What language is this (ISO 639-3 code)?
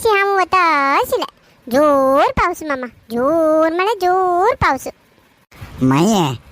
kok